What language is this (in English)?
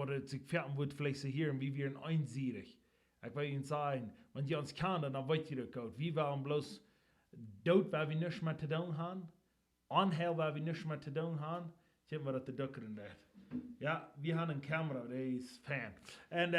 Plautdietsch